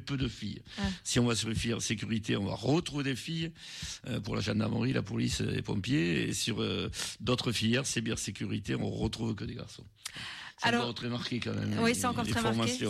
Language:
French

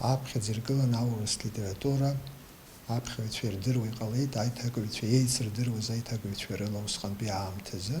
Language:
Abkhazian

